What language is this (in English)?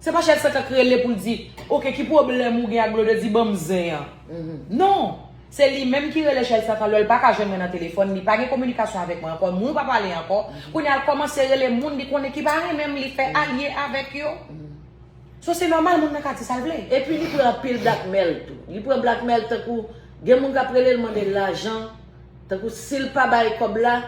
Haitian Creole